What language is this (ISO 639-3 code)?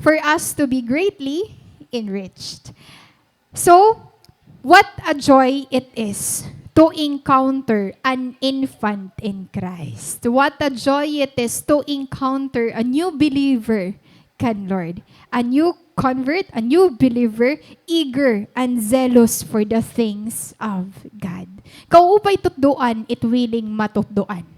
war